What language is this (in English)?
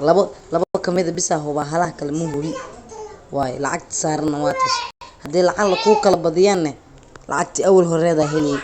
Somali